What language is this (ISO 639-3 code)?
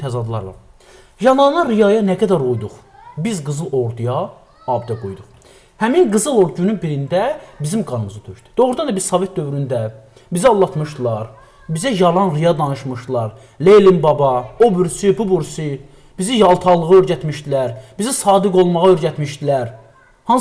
aze